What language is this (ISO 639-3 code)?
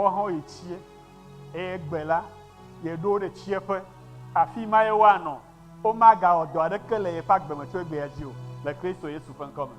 ewe